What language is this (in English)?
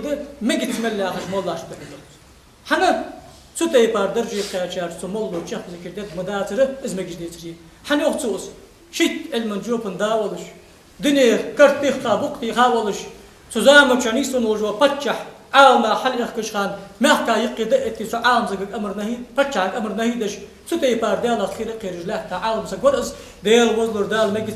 Ingush